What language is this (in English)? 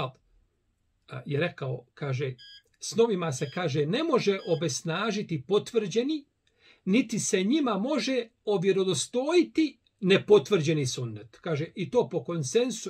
Bosnian